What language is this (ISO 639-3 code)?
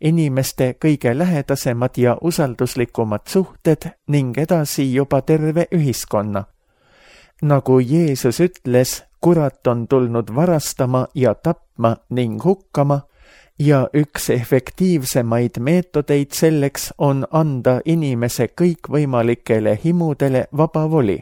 est